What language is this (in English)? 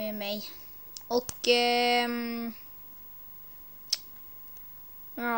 Swedish